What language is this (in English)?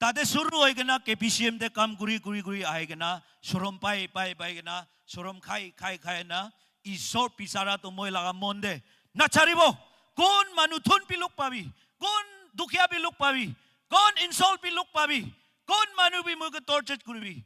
Naga Pidgin